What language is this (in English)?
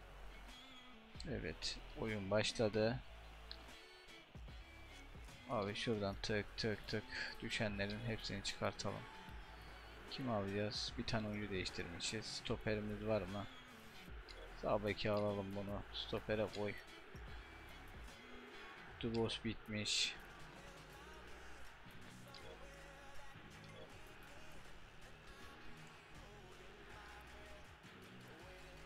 Turkish